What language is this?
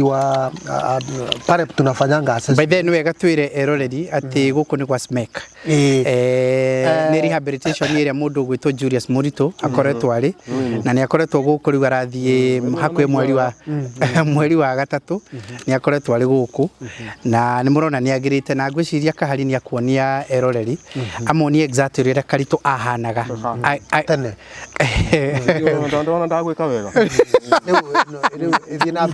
Kikuyu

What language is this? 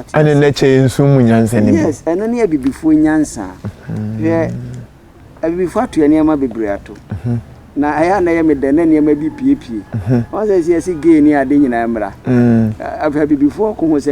Akan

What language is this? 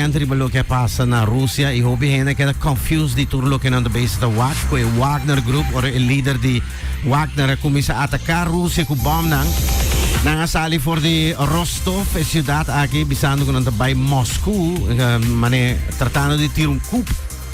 Papiamento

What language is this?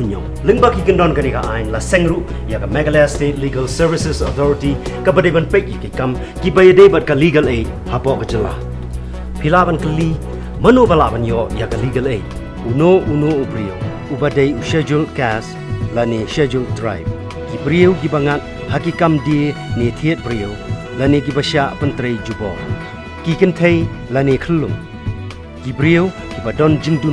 Khasi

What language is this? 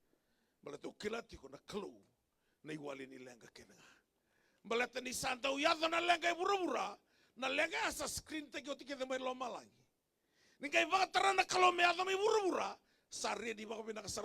Fijian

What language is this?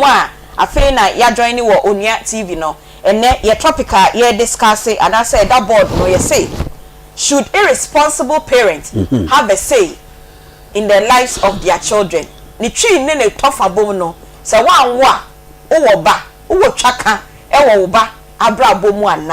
Akan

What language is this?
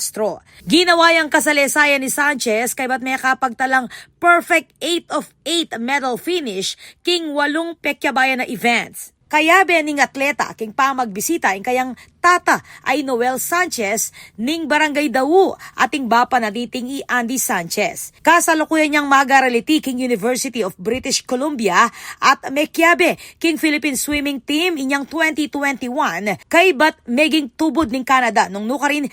Pampanga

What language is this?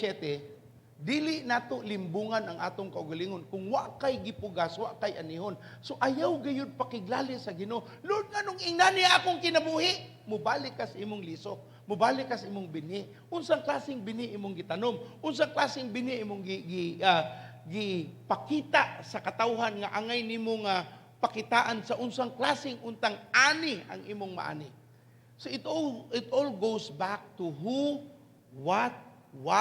Cebuano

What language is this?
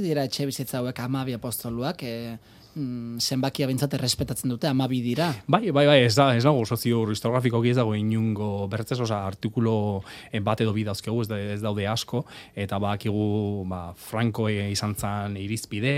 Basque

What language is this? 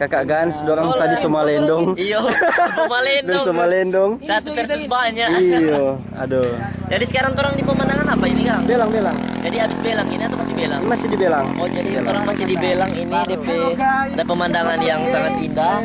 Manado Malay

